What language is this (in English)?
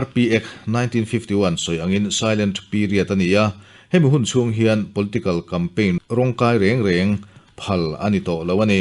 Mizo